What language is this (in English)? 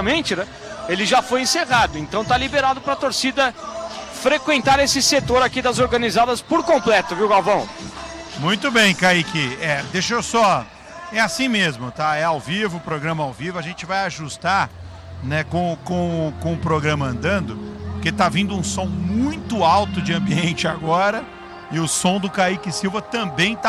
Portuguese